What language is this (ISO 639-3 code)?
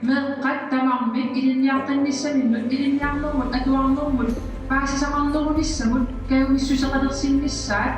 kal